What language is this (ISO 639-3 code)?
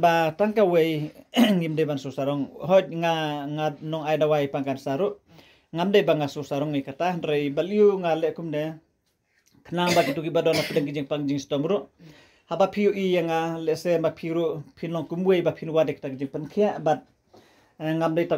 kha